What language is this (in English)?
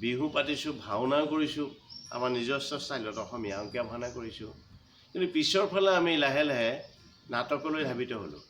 Assamese